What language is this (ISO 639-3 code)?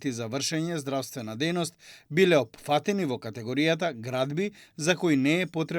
mkd